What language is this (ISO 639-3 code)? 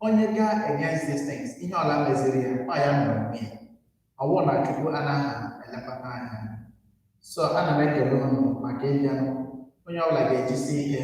ibo